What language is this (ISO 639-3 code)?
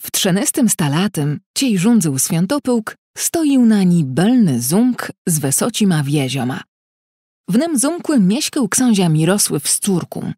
csb